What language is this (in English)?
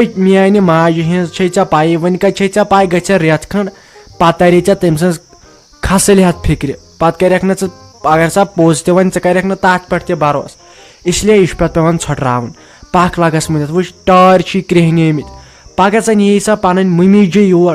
Kashmiri